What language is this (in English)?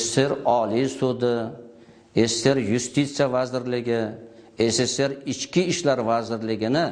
Uzbek